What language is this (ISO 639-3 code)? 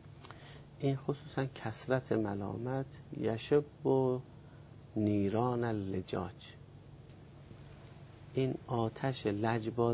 fas